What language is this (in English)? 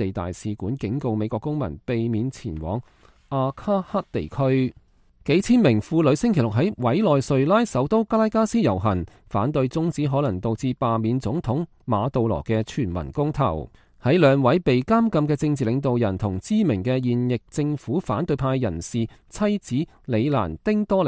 Cantonese